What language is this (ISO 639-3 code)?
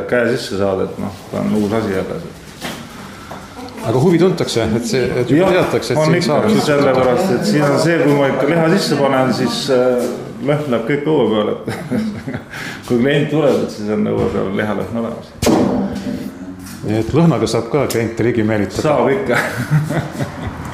est